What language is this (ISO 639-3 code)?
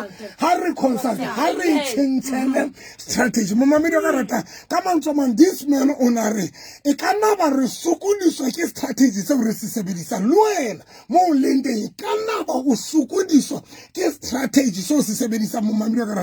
sot